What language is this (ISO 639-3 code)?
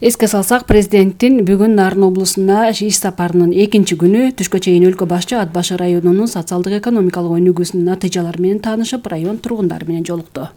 kir